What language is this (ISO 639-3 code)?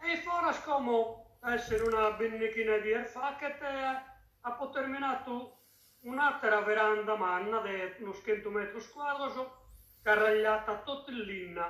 srd